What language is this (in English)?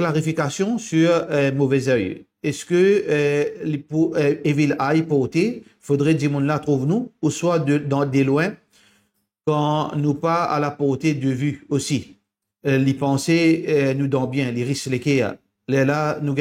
Morisyen